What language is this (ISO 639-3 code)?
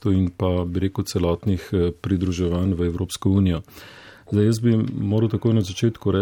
slv